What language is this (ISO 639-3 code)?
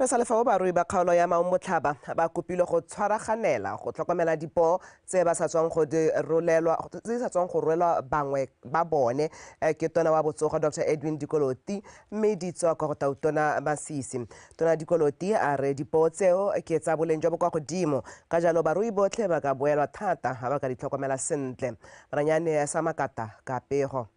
tsn